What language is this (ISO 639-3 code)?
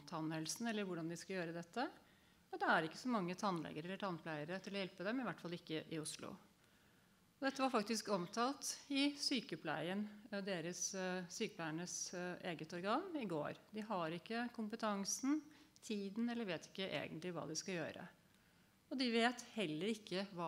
nor